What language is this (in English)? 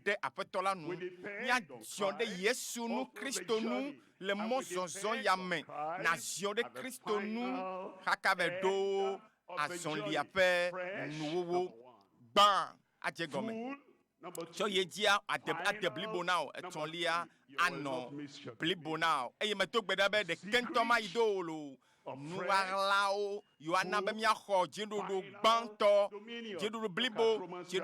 Ewe